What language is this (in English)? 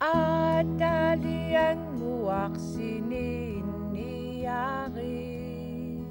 Kalaallisut